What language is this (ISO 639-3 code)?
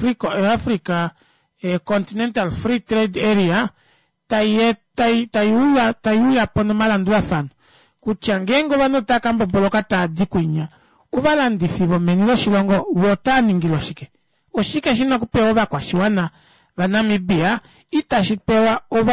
kua